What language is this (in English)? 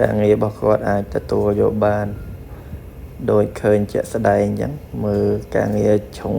Khmer